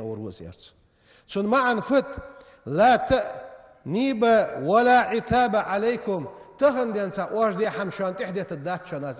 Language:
Ingush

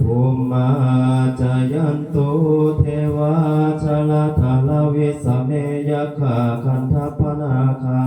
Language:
Pali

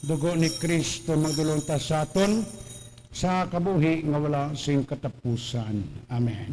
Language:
Hiligaynon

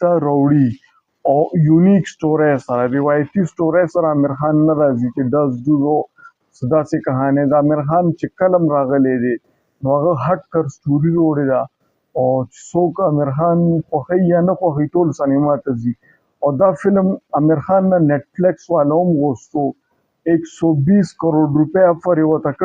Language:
Pashto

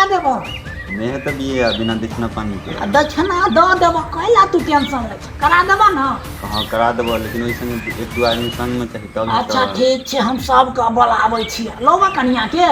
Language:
Maithili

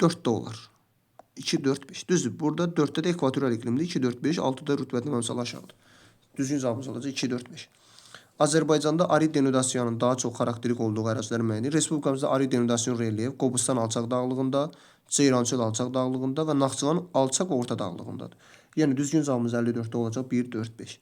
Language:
Azerbaijani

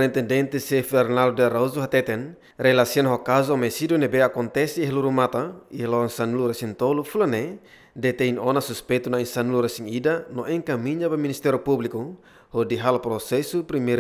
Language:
Tetum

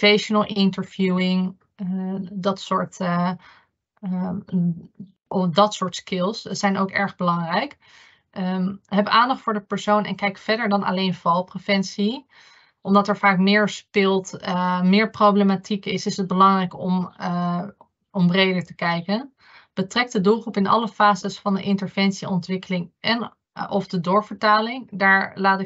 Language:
Dutch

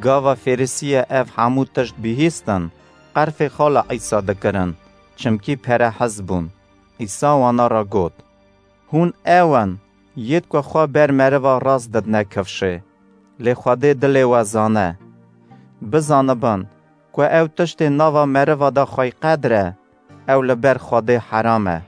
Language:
Kurdish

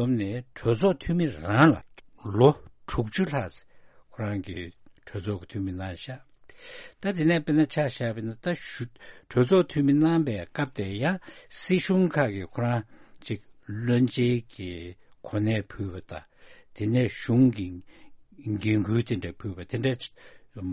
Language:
Tibetan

